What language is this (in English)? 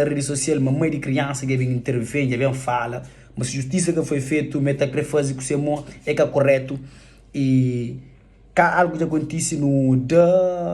Kabuverdianu